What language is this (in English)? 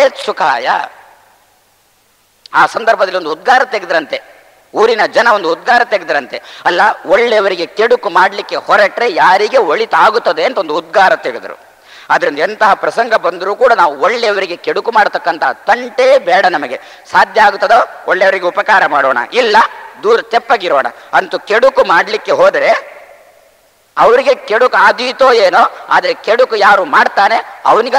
Kannada